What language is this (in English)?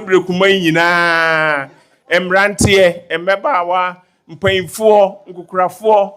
Akan